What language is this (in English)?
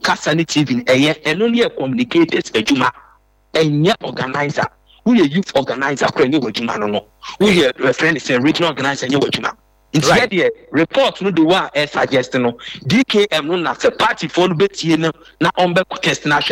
Akan